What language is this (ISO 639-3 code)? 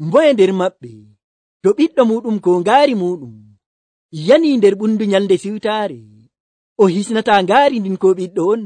fuv